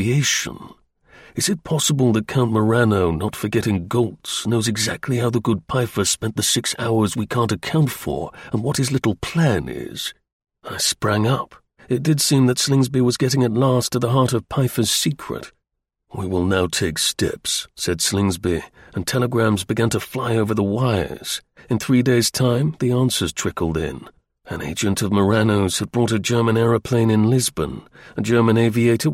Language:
English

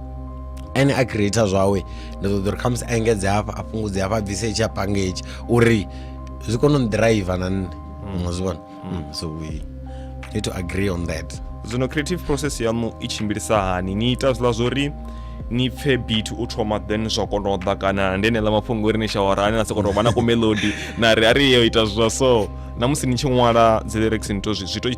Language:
Venda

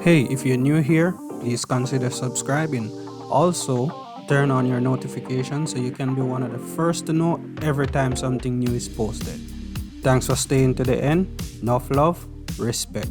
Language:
Jamaican Creole English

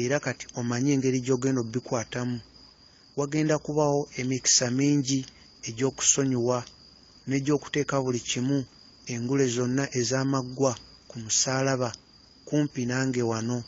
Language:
Ganda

